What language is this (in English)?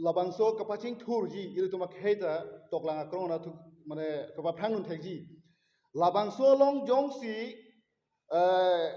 Karbi